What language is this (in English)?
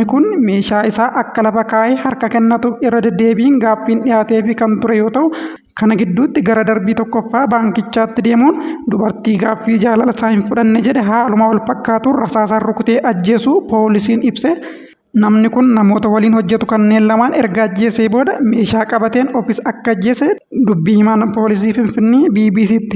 Oromo